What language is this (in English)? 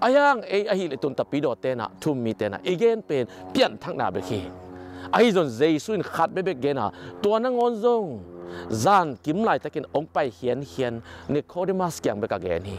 Tedim Chin